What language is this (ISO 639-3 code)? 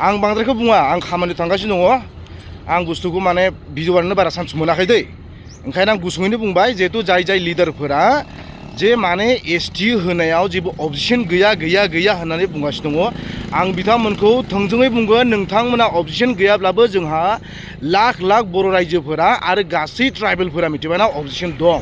brx